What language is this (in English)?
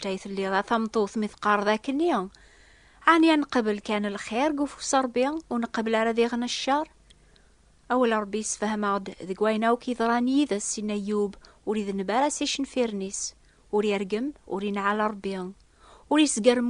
Kabyle